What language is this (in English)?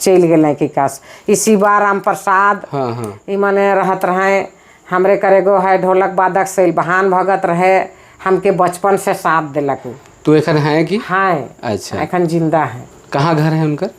Sadri